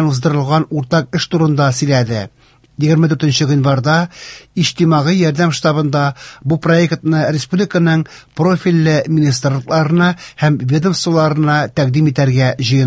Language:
Tatar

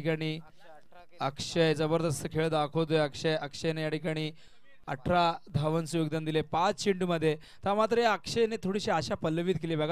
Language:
Marathi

